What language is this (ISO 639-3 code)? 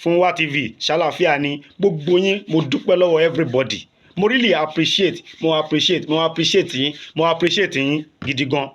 yor